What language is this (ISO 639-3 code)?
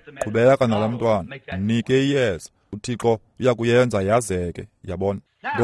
xho